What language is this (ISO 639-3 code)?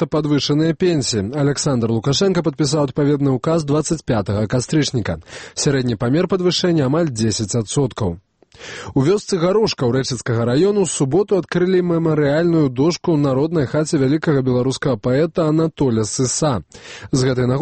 bel